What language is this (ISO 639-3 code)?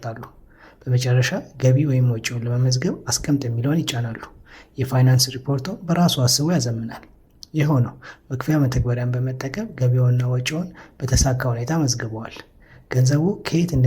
amh